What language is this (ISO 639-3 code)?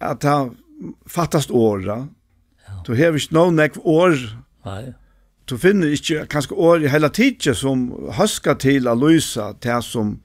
fao